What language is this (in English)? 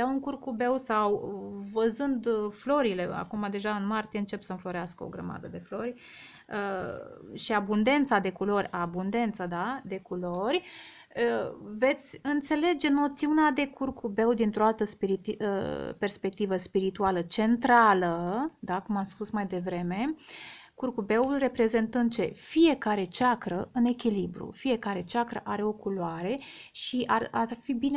Romanian